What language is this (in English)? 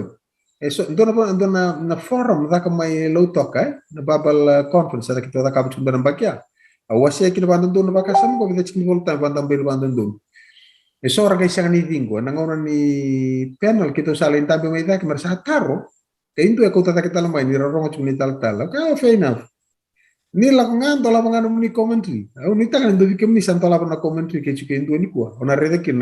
Fijian